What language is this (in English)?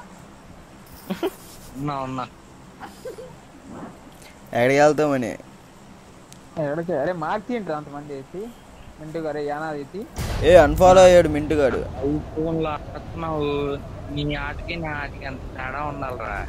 Telugu